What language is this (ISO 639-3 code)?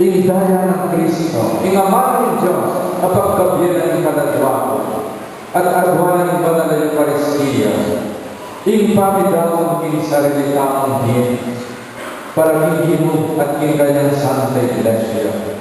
pam